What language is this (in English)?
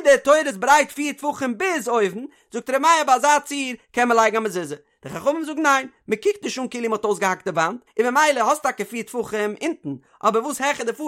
Yiddish